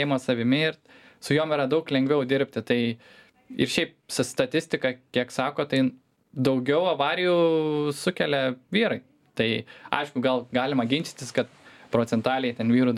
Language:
Lithuanian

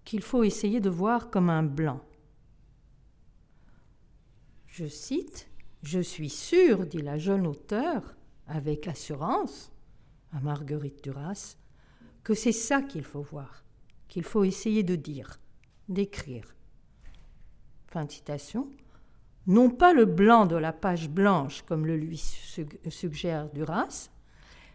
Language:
French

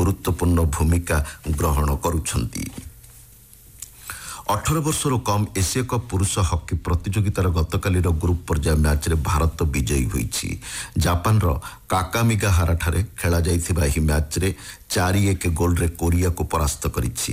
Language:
Odia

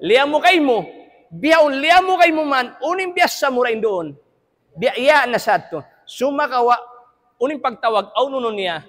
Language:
Tausug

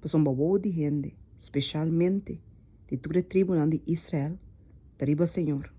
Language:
Papiamento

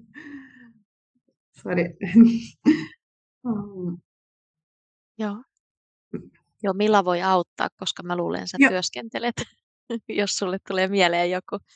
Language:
Finnish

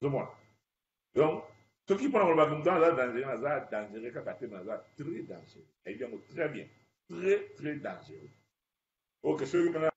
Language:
Lingala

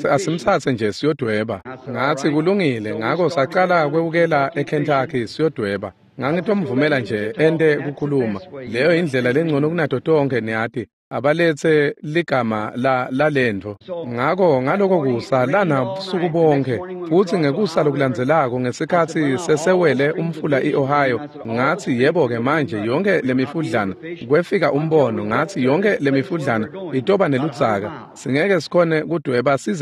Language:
Swati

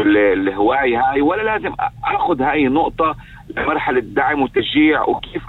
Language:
North Levantine Arabic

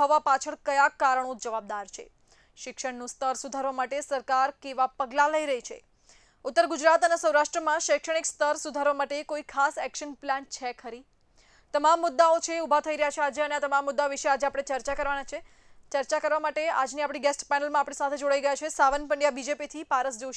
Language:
Gujarati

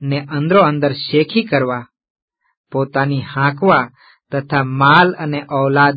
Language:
Gujarati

